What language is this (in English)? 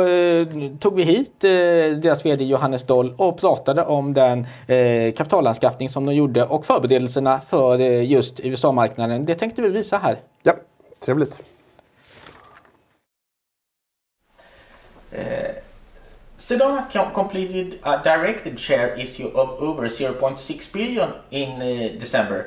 Swedish